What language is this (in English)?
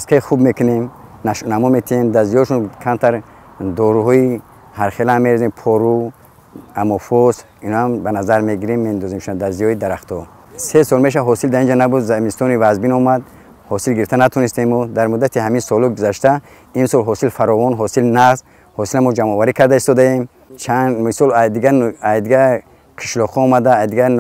Tajik